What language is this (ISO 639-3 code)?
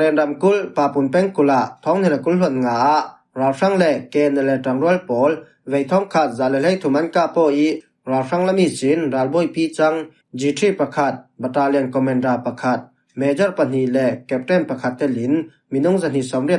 cfm